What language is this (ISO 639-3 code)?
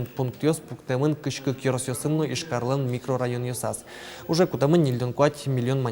udm